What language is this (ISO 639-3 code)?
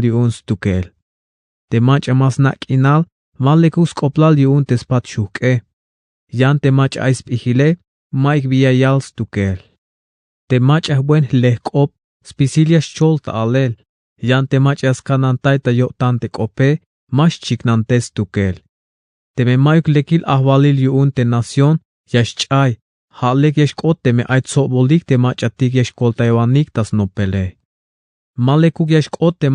tzh